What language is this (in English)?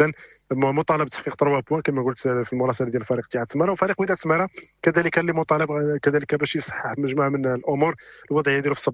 Moroccan Arabic